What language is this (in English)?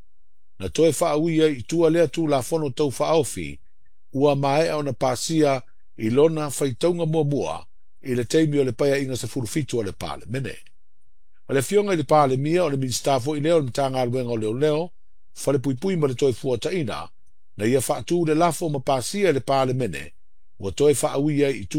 Samoan